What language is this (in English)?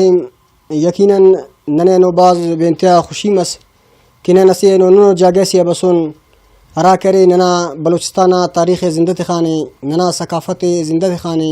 Brahui